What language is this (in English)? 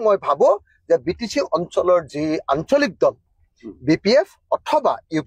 Assamese